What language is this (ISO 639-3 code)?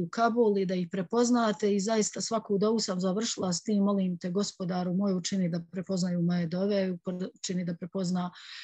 bos